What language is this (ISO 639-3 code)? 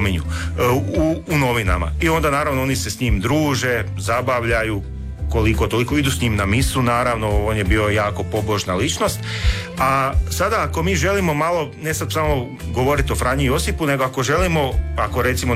hrv